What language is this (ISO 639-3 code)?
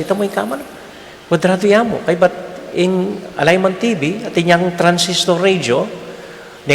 pam